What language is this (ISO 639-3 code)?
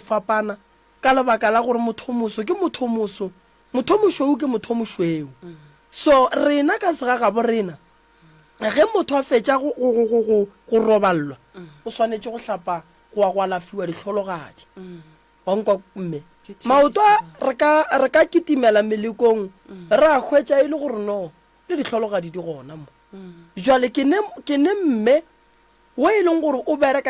nso